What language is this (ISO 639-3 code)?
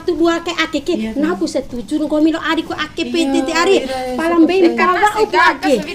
bhp